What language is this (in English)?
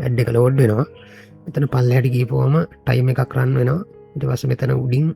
Sinhala